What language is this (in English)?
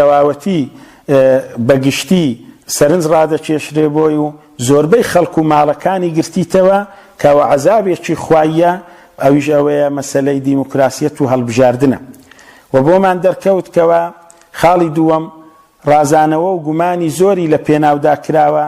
Central Kurdish